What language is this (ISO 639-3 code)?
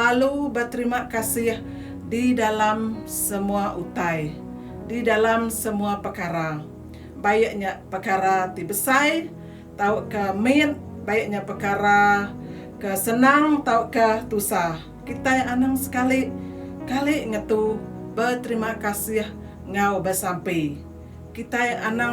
iba